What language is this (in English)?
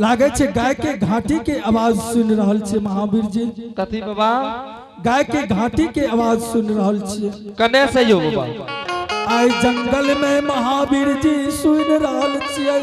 Angika